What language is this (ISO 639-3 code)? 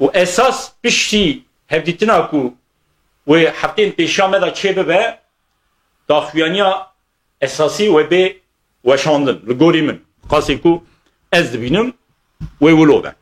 kur